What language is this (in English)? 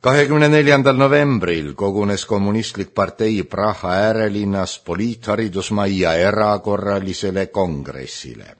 Estonian